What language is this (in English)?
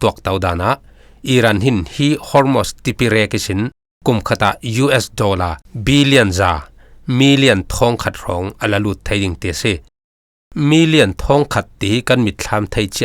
Falam Chin